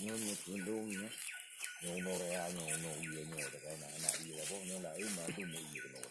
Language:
Achinese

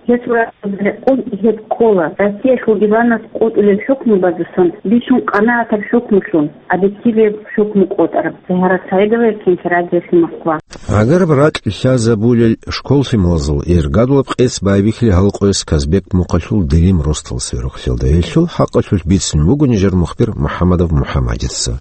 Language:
Avaric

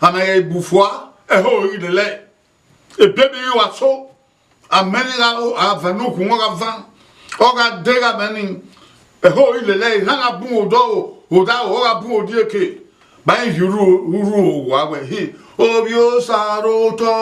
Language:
Bini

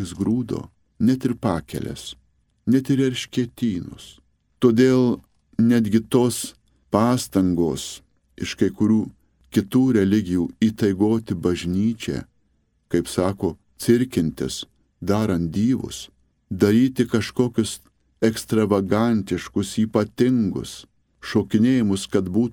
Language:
Lithuanian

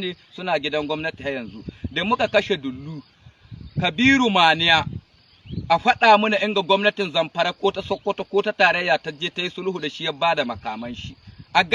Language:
Hausa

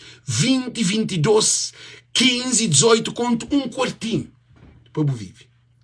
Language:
Kabuverdianu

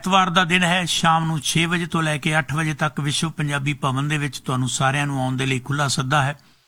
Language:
Punjabi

